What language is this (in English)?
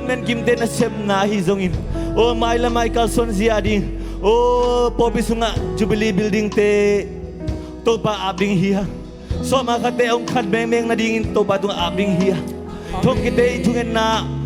Tedim Chin